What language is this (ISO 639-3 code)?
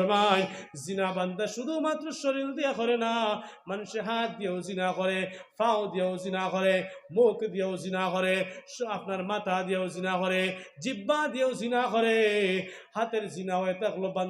syl